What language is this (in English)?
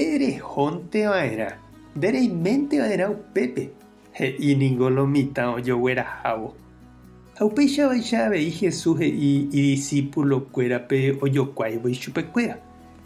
Guarani